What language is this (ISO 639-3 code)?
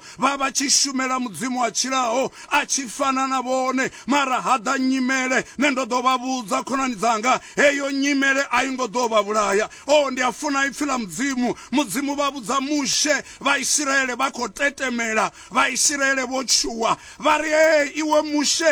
ven